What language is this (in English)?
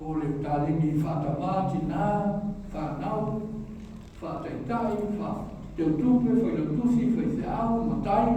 Samoan